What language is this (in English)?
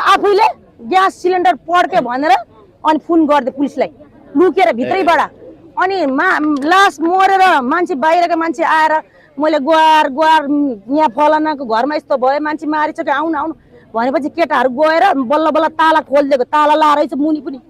Nepali